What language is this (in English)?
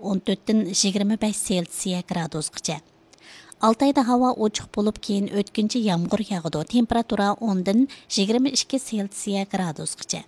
Uyghur